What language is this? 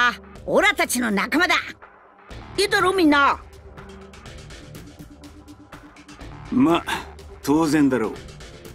Japanese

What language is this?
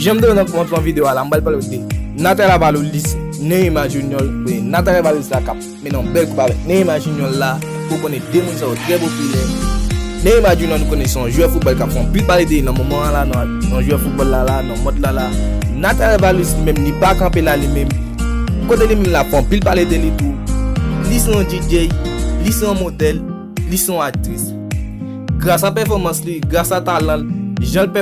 Haitian Creole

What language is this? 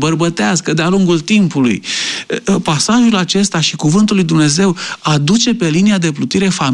Romanian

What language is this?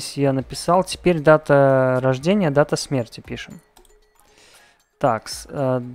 Russian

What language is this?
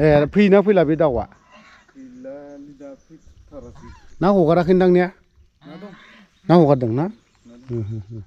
Bodo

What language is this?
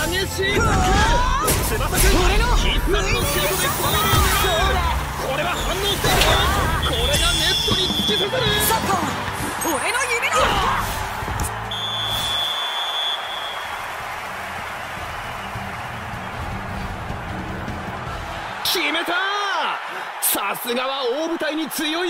Japanese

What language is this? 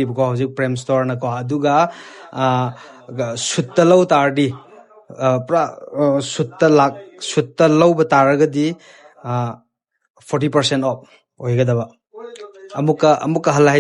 Manipuri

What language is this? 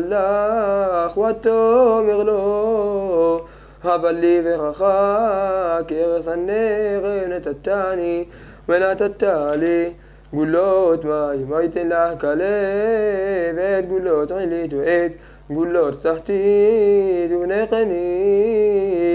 Hebrew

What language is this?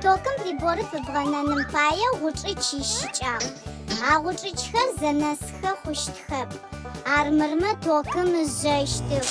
Adyghe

